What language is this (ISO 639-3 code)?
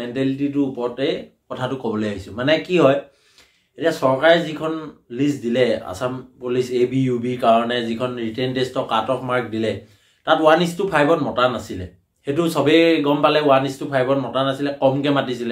asm